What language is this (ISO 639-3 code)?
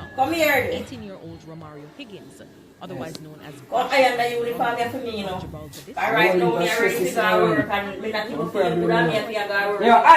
jam